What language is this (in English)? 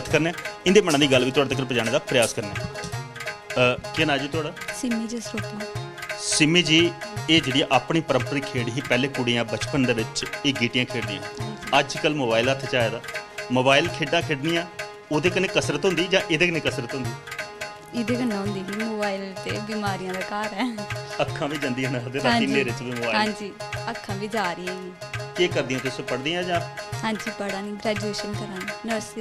Dogri